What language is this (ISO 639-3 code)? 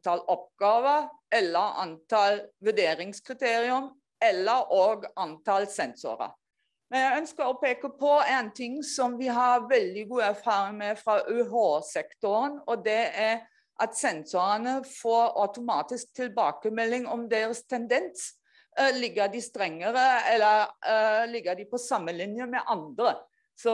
nor